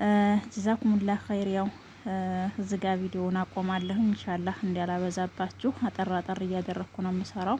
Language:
Amharic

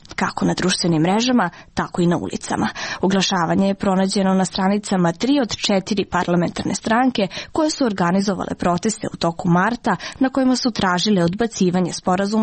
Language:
Serbian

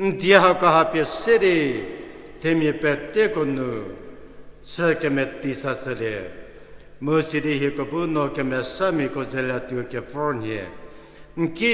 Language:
Angami Naga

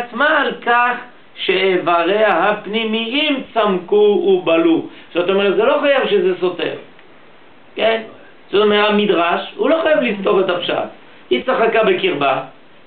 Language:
Hebrew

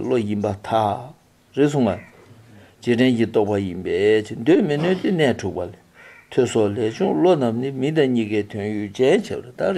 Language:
Tibetan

